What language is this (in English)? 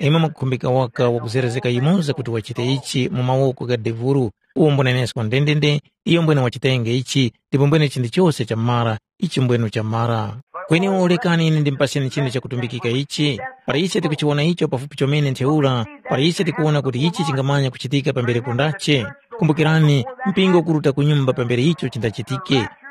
Tumbuka